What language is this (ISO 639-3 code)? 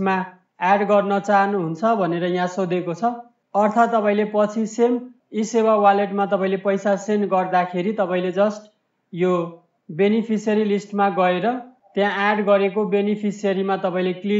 nep